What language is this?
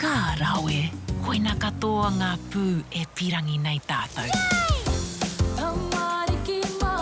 Māori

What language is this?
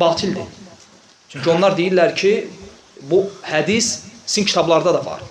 Azerbaijani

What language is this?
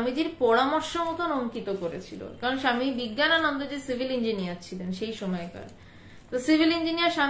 Bangla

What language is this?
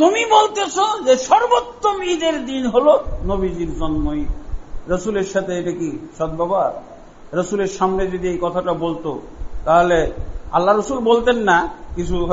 Bangla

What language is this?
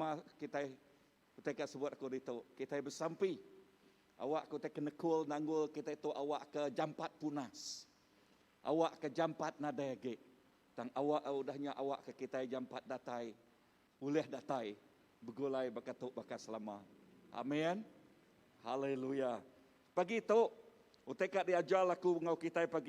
Iban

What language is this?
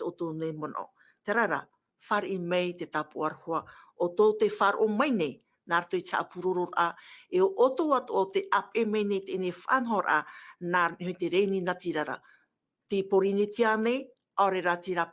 Tahitian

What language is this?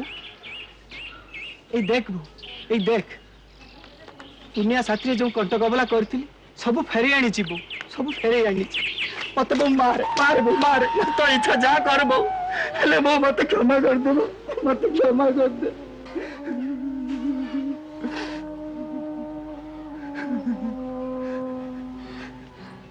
Odia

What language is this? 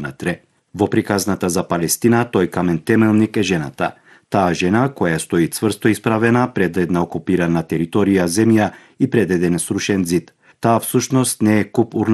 Macedonian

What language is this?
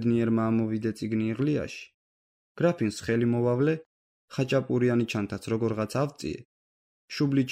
Georgian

